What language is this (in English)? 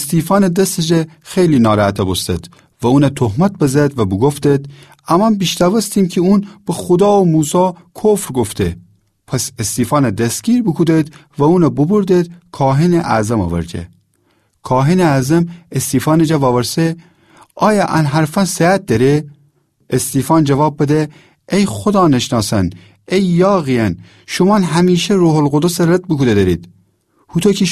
Gilaki